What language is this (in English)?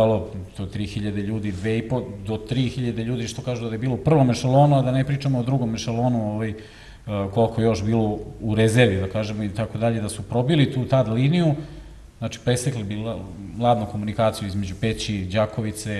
Serbian